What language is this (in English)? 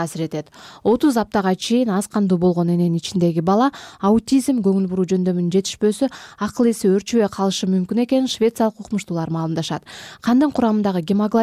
Kyrgyz